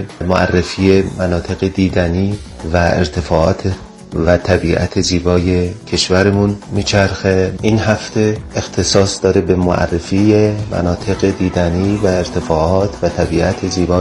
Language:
Persian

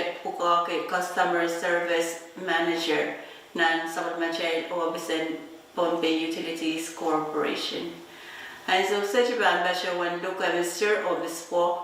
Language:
Pohnpeian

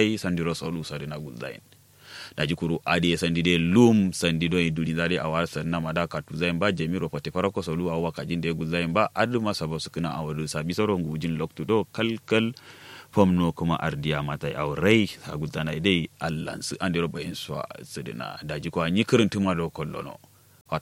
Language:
Kanuri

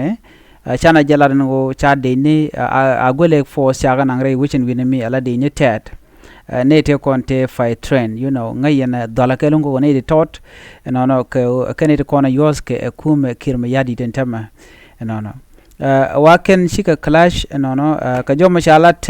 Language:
Nuer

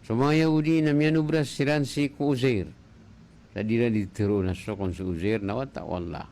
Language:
Maranao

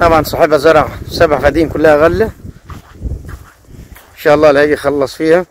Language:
Egyptian Arabic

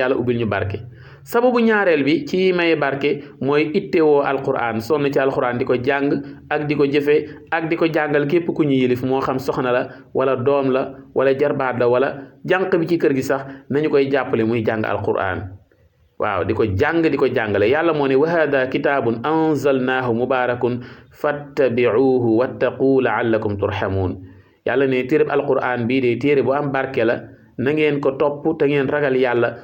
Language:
Wolof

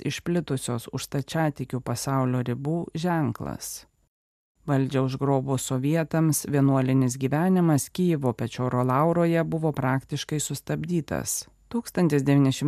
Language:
Lithuanian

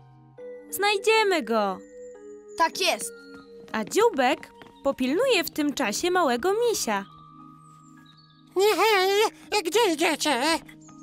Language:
Polish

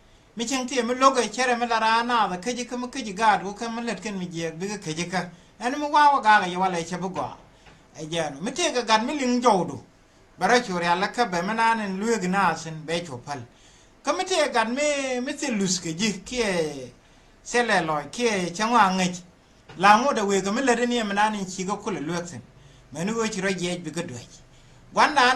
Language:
Nuer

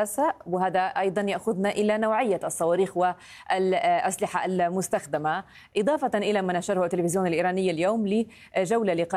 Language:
Arabic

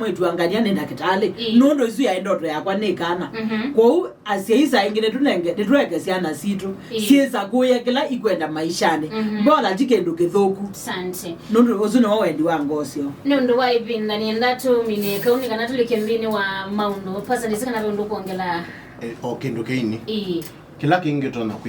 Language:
Kamba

